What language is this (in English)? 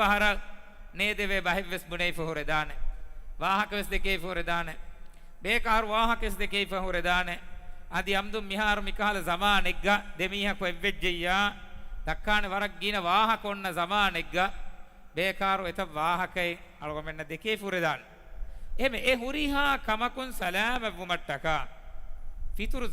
Divehi